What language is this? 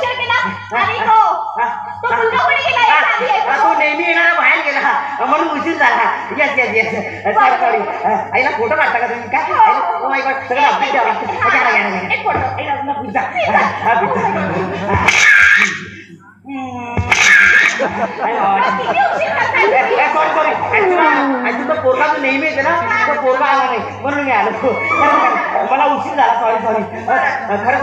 Marathi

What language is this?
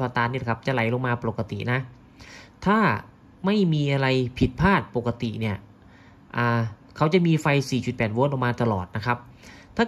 Thai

